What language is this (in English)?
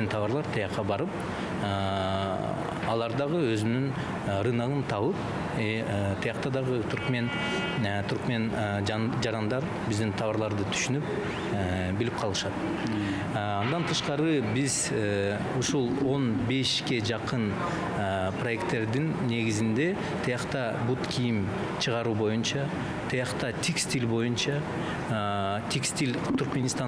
Kyrgyz